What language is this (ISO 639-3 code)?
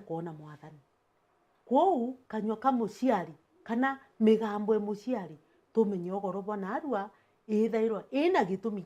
mer